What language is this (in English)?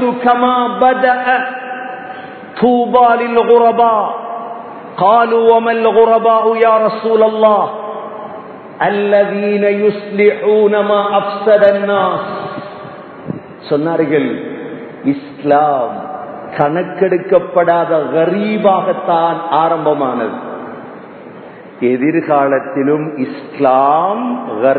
Tamil